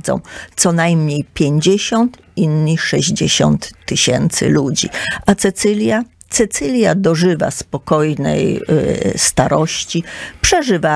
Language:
Polish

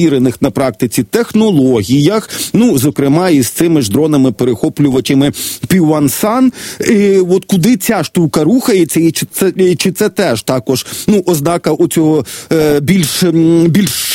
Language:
Ukrainian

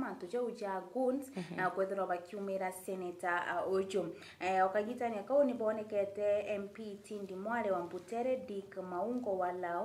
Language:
Meru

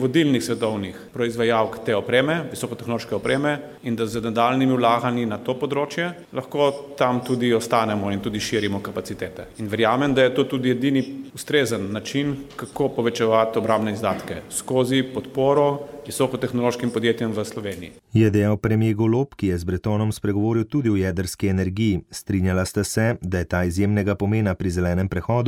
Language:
Slovenian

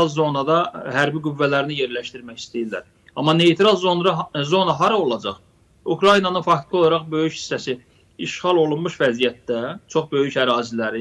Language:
Azerbaijani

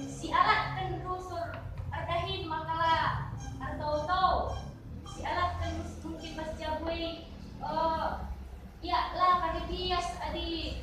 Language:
Batak Karo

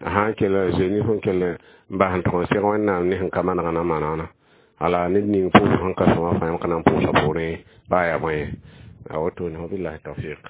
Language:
Mossi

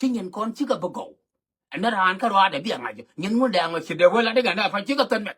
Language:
Nuer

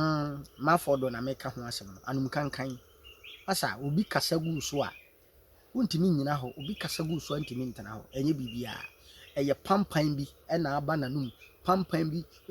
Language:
Akan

